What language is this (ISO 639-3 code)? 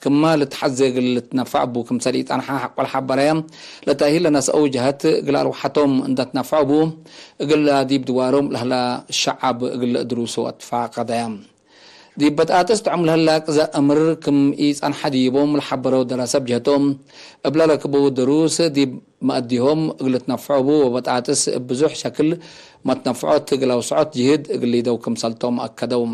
tig